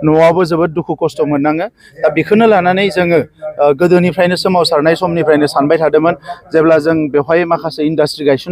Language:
Bodo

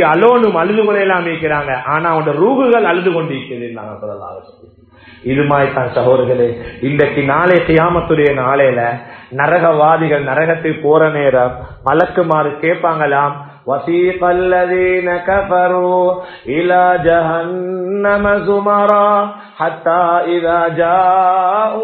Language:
Tamil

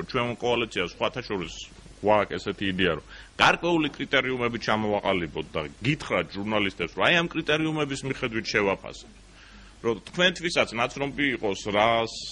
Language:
Georgian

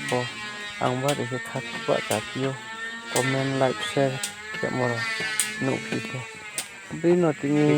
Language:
Riang (India)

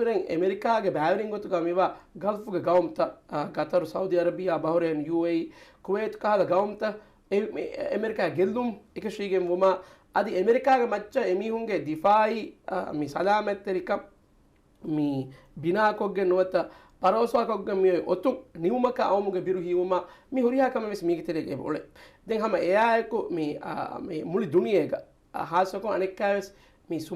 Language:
Divehi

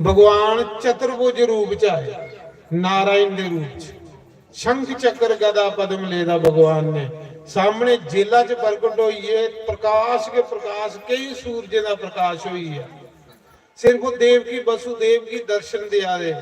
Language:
Dogri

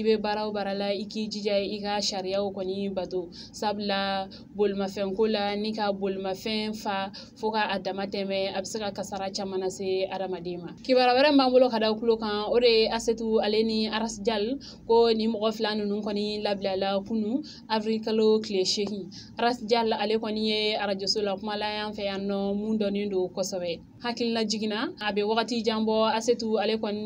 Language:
Bambara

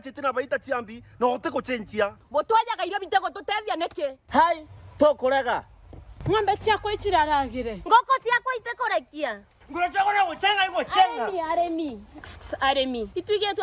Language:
Meru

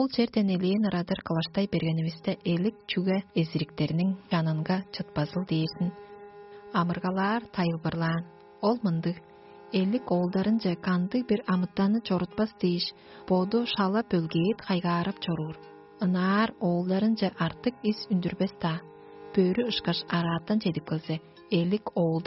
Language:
Tuvinian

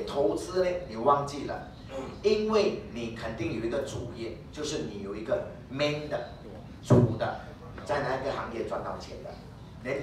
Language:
Chinese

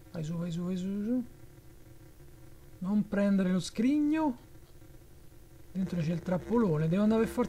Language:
Italian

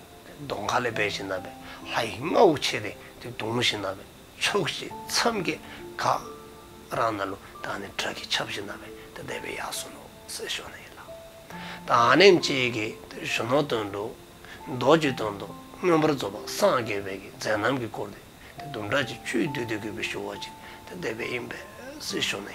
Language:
Dzongkha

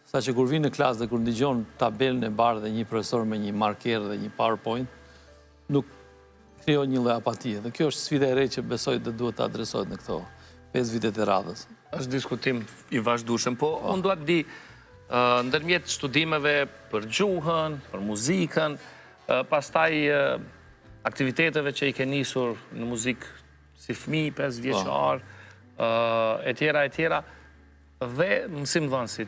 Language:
Albanian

